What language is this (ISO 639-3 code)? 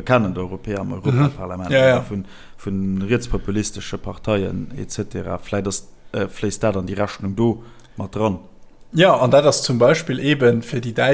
ltz